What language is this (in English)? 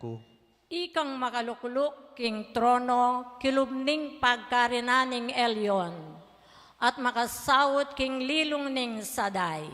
Pampanga